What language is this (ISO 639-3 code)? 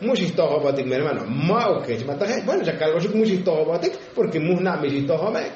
tzo